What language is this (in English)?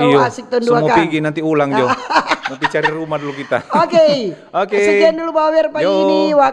Manado Malay